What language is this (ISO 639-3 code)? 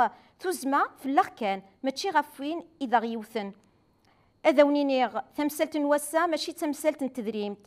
kab